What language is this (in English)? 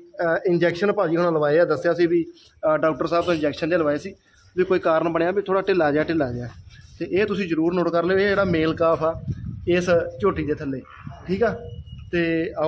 Punjabi